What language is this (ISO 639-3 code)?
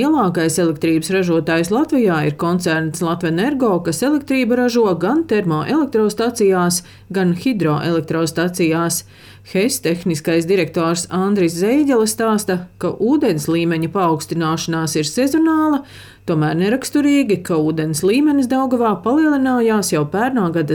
lav